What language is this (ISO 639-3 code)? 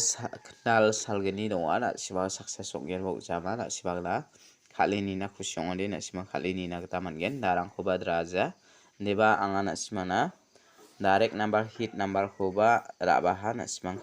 grt